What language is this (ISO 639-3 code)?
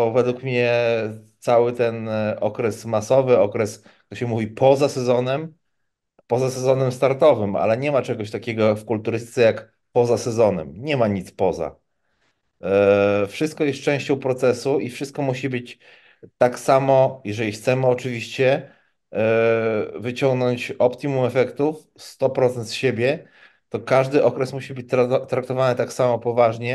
pol